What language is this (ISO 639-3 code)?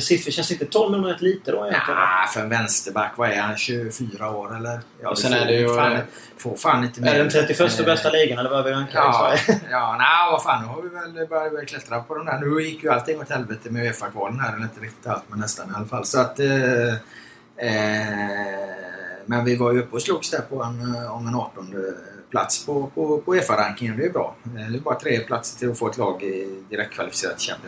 swe